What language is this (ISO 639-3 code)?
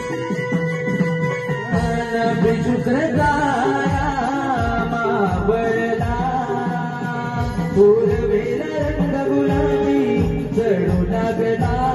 mar